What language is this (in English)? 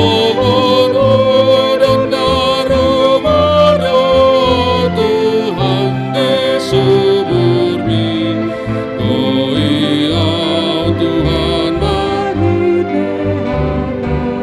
Batak Toba